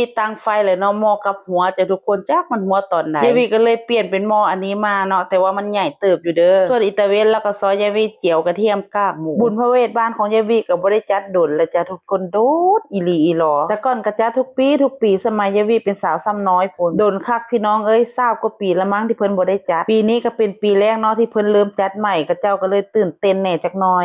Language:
Northeastern Thai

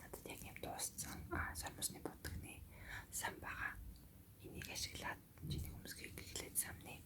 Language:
Mongolian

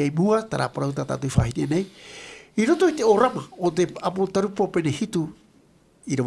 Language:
Tahitian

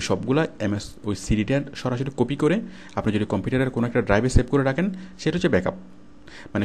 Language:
Bangla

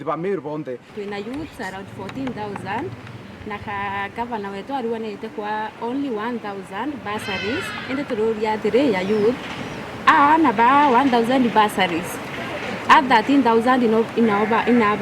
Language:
Meru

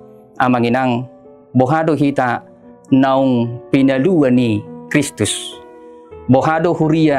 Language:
Batak Toba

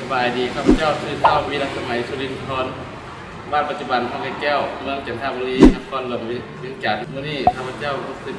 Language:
Lao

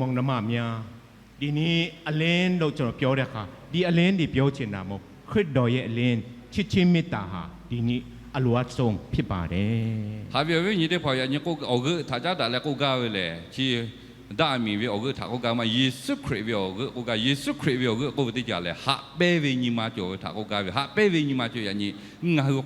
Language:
Lahu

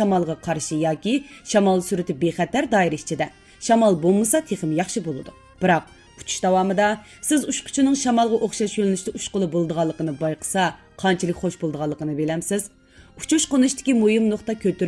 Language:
Uyghur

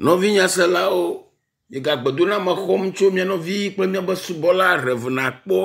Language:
Ewe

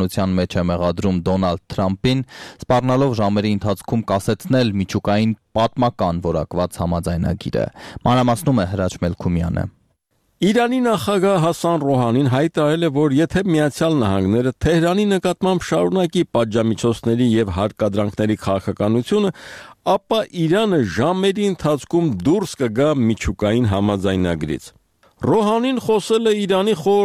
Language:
Armenian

